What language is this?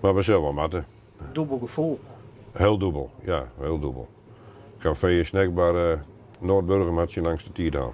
Western Frisian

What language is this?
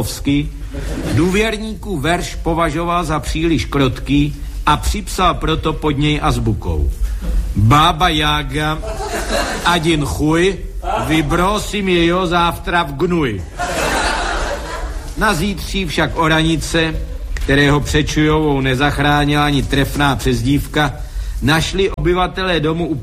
Czech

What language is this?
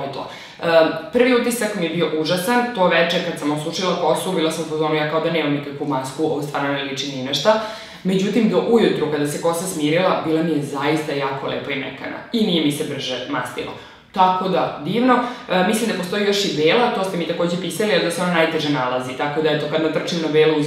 Serbian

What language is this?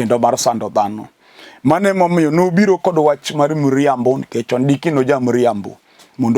Luo (Kenya and Tanzania)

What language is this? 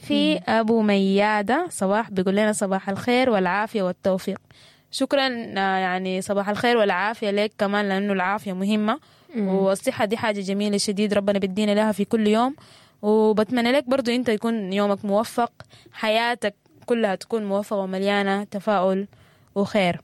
Sudanese Arabic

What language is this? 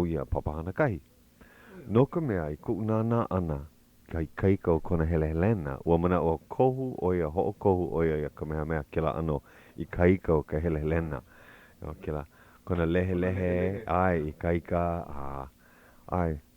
Hawaiian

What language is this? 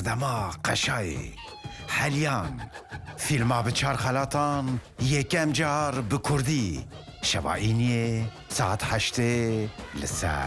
Kurdish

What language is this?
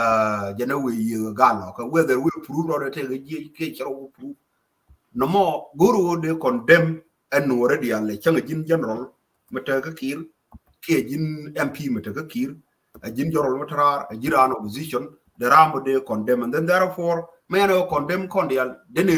Nuer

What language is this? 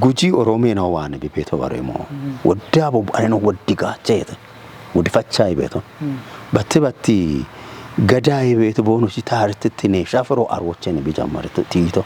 Kafa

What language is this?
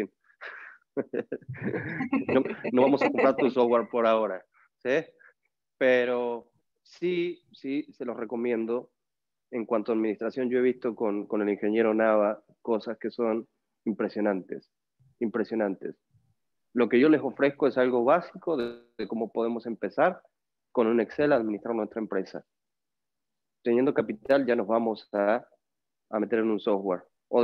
Spanish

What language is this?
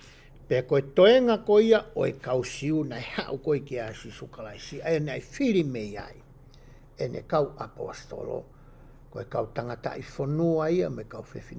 Tongan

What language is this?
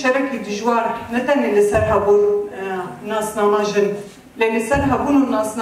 Kurdish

